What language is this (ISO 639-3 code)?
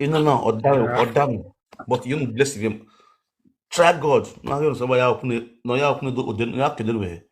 pcm